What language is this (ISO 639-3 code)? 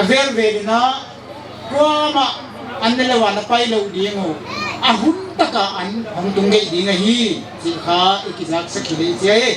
pck